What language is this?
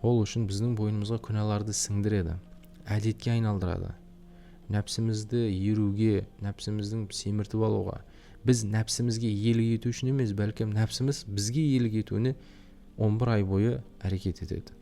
Kazakh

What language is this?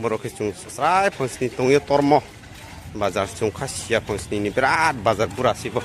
Riang (India)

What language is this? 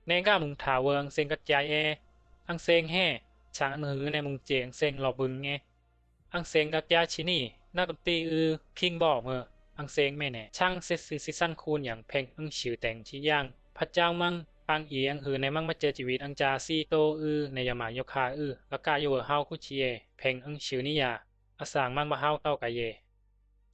Bisu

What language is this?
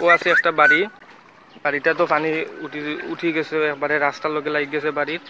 Sylheti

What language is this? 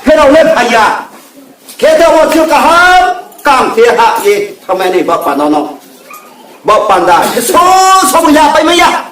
Riang (India)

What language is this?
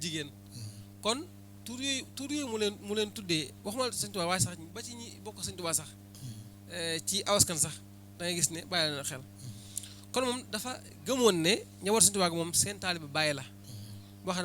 Wolof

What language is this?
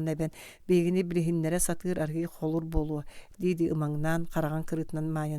Yakut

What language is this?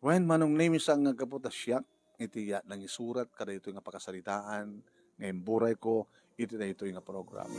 Iloko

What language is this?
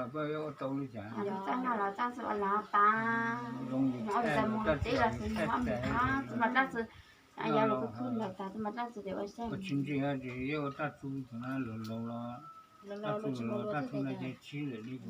Hmong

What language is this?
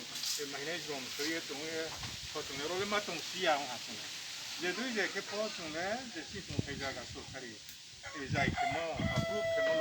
Riang (India)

